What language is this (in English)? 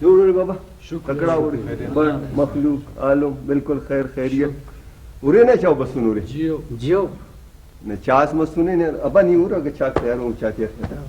Brahui